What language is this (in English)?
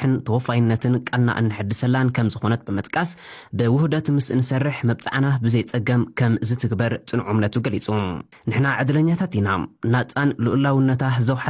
Tigrinya